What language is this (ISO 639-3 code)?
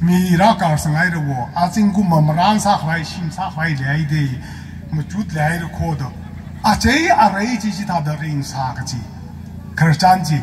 nmf